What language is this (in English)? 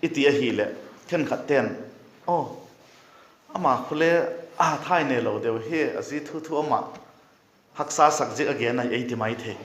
Vaiphei